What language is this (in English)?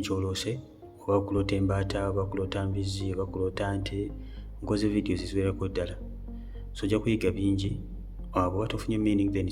Ganda